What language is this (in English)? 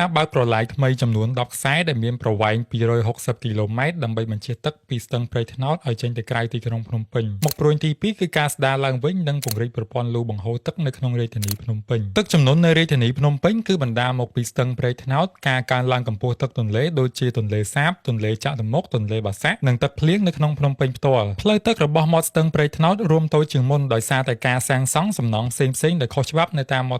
Khmer